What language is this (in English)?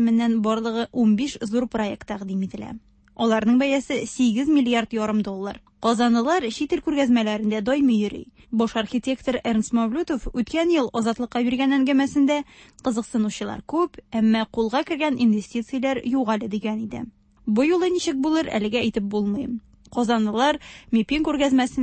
Tatar